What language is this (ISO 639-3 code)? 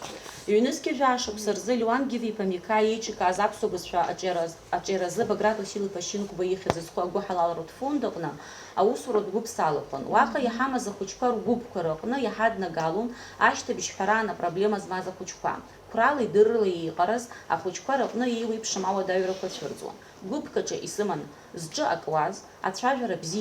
abk